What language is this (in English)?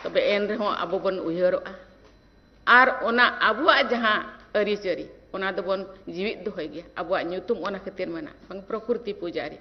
Santali